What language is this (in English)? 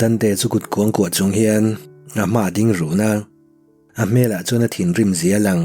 Mizo